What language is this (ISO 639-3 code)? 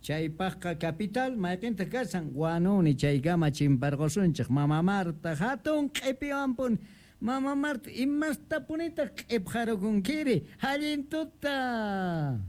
que